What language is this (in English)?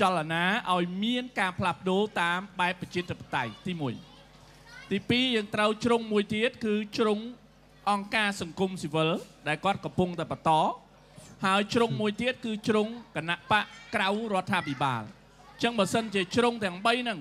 Khmer